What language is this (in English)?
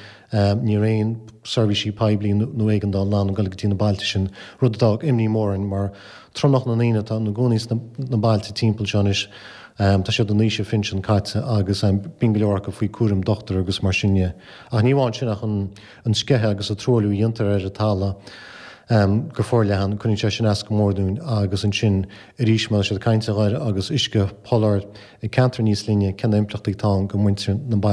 Irish